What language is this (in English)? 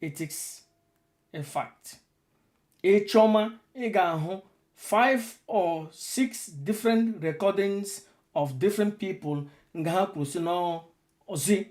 Igbo